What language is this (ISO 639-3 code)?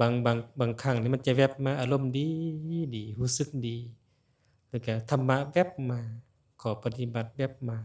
lao